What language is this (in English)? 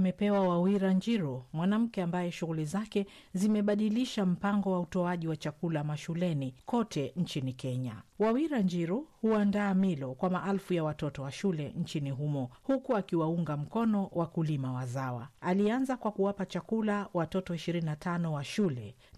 Swahili